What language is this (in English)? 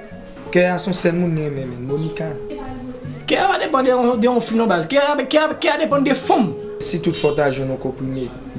Haitian Creole